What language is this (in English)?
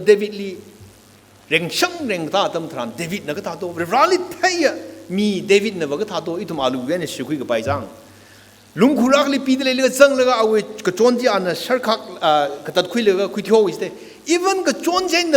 Tangkhul Naga (India)